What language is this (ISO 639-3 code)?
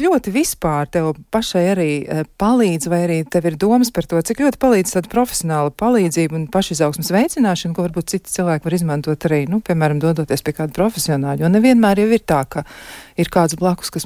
lav